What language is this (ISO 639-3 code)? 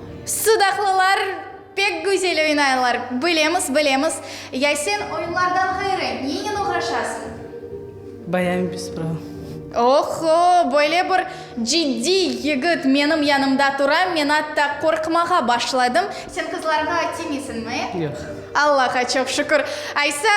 crh